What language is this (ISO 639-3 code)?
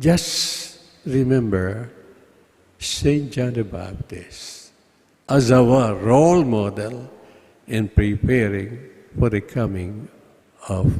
pam